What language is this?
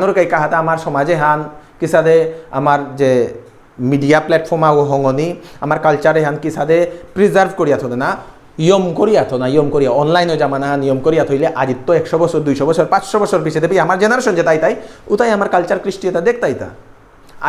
Bishnupriya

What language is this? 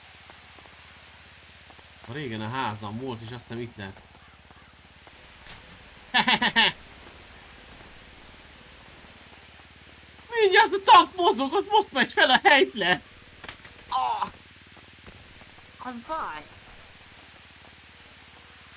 Hungarian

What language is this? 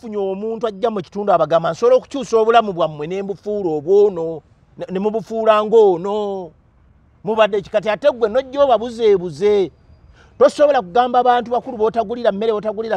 Ganda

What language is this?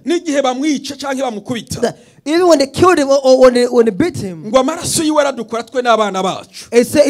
Rundi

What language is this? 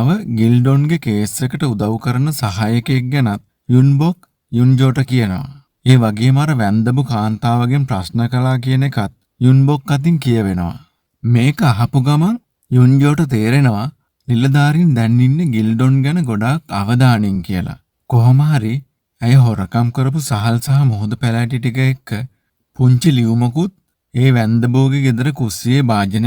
Sinhala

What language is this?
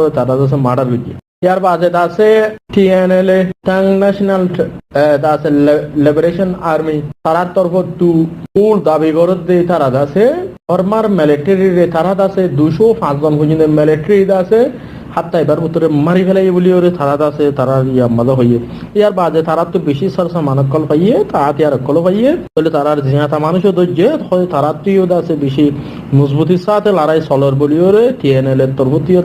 Rohingya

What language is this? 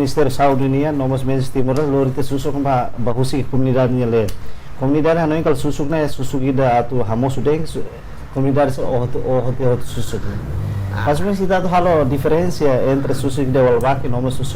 Tetum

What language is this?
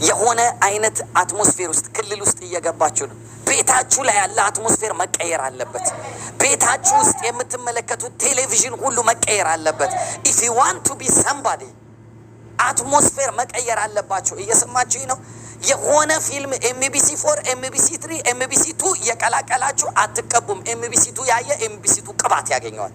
Amharic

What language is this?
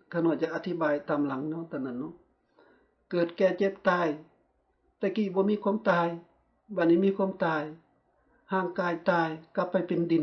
Lao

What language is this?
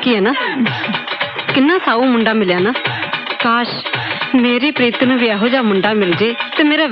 Punjabi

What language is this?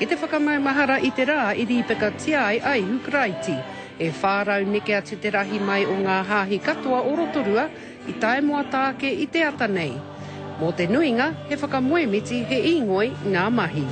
Māori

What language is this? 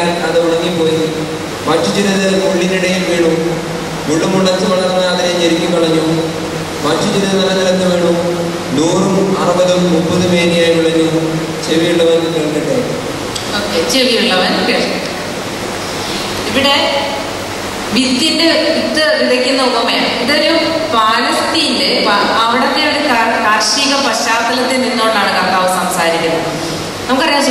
Malayalam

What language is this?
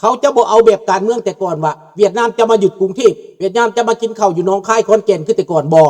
Lao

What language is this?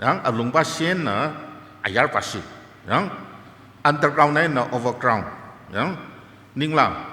Tangkhul Naga (India)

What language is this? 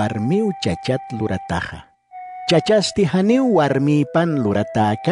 Aymara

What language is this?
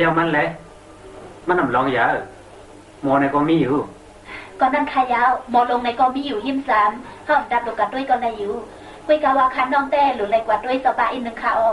Shan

